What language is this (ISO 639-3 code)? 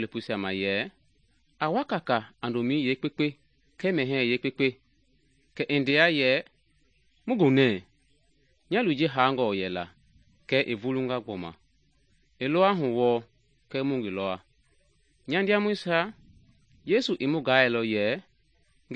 men